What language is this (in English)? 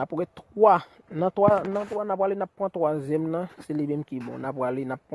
Haitian Creole